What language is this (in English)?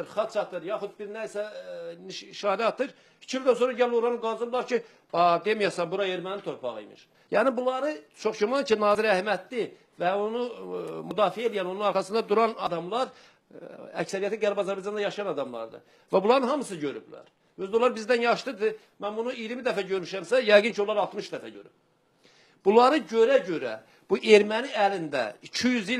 Azerbaijani